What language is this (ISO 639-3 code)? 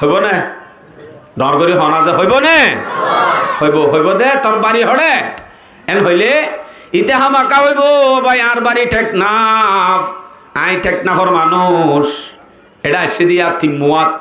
rhg